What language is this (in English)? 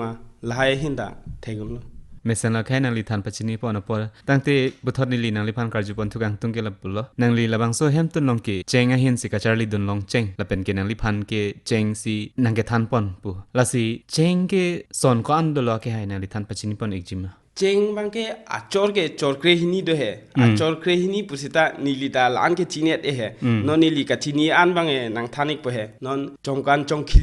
Karbi